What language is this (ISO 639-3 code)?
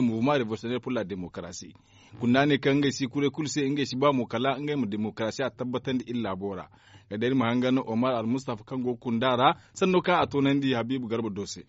dje